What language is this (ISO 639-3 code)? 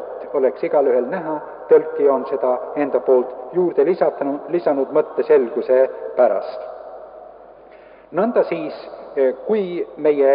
est